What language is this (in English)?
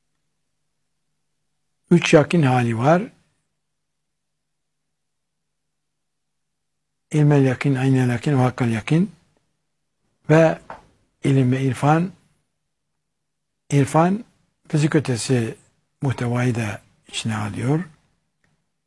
Turkish